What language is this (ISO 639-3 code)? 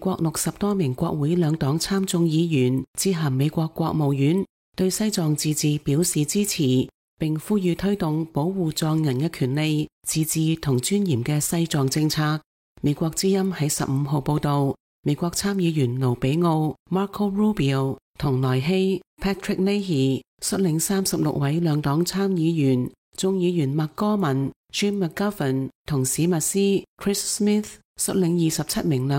yue